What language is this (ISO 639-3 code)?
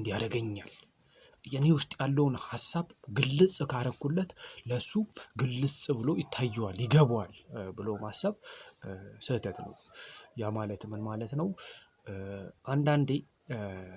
amh